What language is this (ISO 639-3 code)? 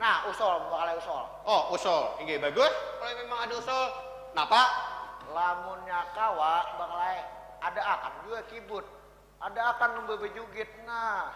bjn